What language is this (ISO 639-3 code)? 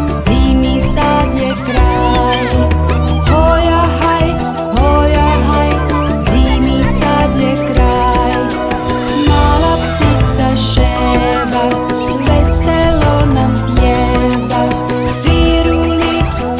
hrv